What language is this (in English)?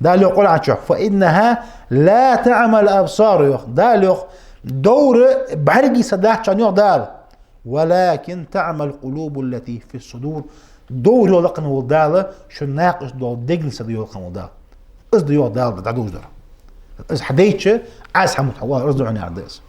Ingush